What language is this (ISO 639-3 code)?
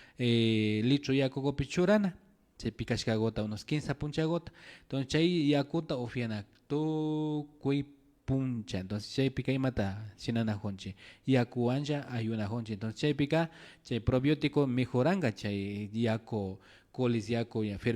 qvi